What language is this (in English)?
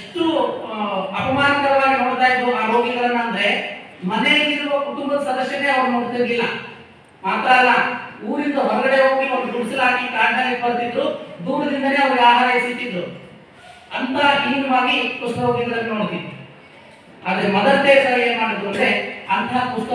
Kannada